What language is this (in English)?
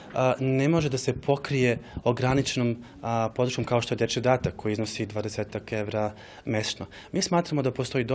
Serbian